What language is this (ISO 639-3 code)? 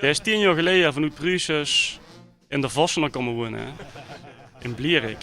lim